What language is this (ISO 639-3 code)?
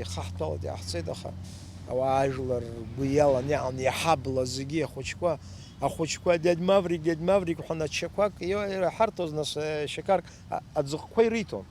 abk